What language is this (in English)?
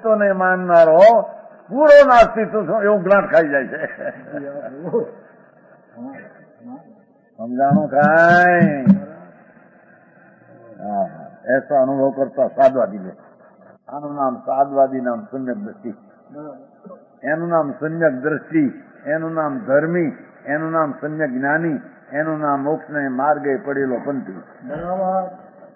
Gujarati